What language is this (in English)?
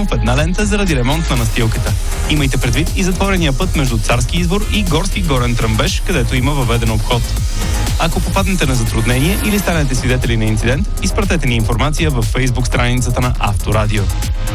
Bulgarian